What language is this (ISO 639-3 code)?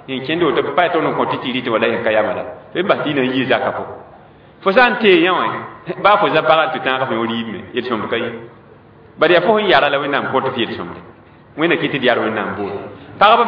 mos